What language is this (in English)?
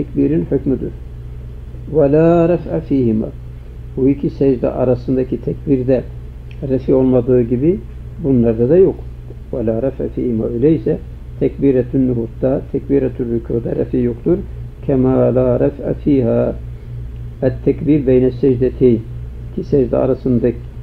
Turkish